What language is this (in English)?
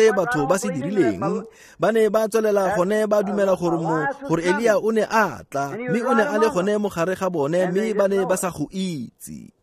Tswana